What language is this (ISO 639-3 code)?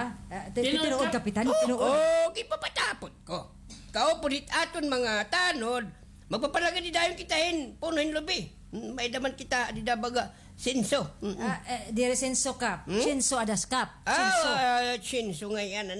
war